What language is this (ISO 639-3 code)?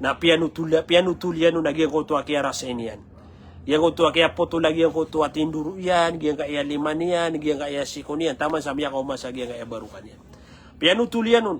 mrw